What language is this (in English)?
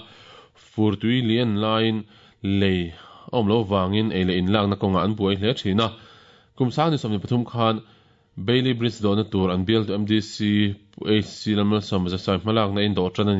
Mizo